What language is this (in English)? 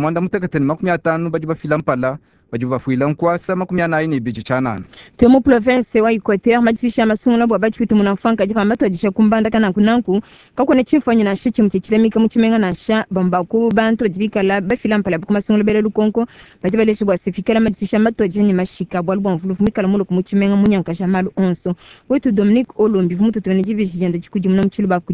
Luba-Lulua